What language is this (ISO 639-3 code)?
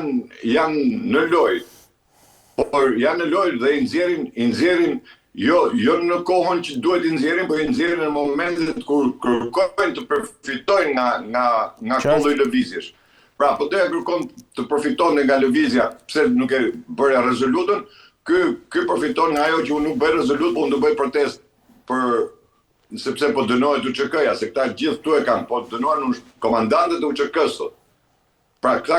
sqi